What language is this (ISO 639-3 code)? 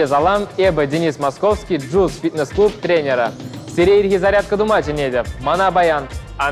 chv